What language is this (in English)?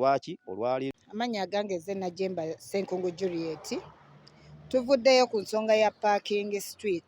Ganda